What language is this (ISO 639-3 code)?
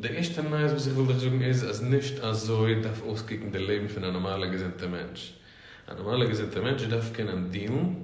yid